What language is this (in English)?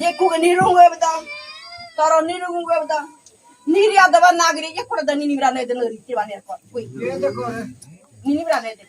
Ngäbere